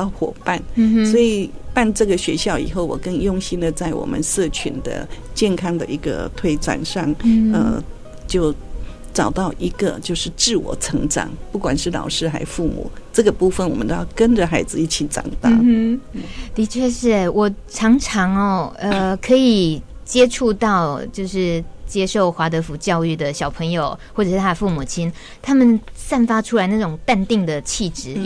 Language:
Chinese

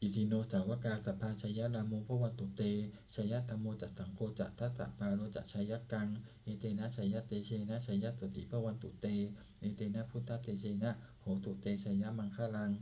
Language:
Pali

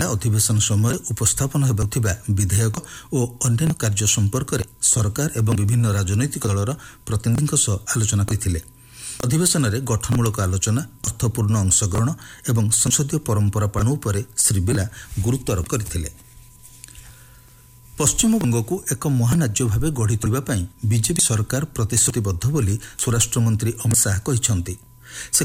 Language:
Odia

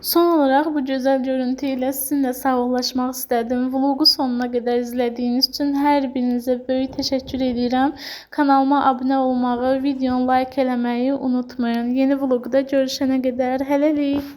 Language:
Azerbaijani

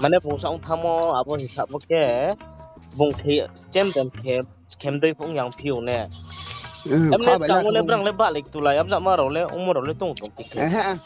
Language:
Riang (India)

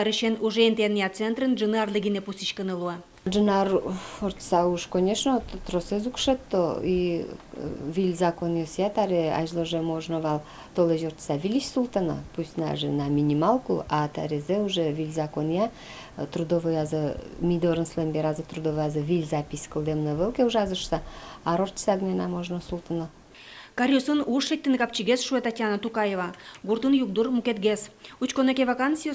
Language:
Udmurt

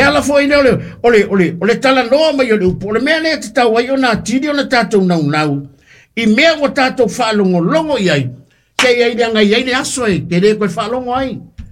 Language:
Samoan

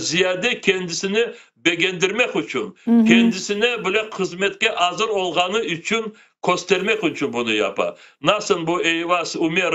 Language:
Crimean Tatar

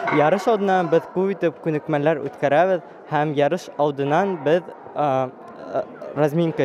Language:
Bashkir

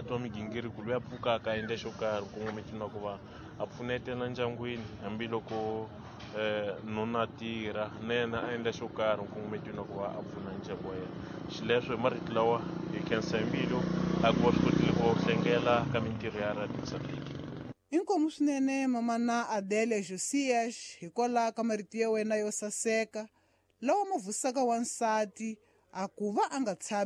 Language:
Tsonga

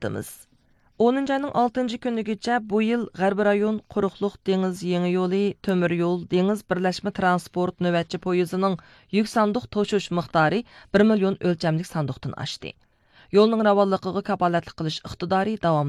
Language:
Uyghur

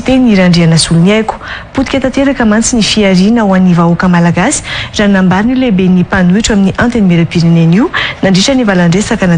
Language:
Malagasy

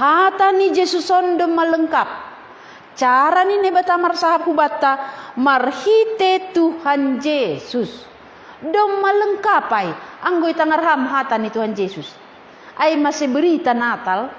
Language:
Batak Simalungun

